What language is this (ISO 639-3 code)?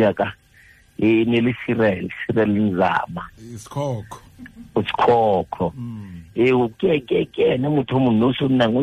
tsn